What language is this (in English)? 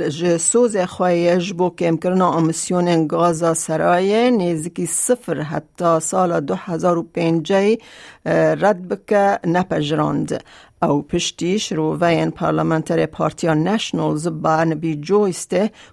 Kurdish